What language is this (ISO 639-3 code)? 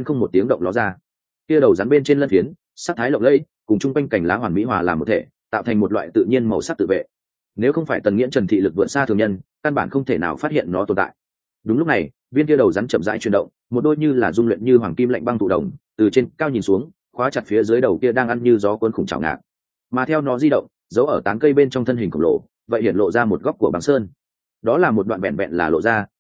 vie